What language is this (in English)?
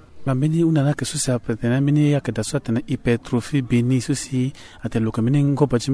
Sango